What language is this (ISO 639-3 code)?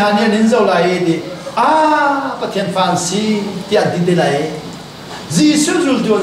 cnh